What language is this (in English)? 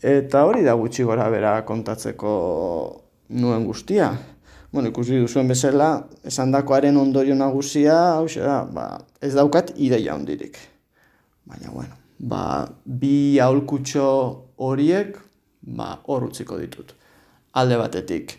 Basque